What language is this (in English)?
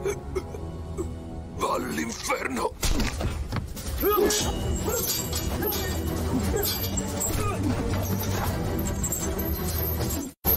Italian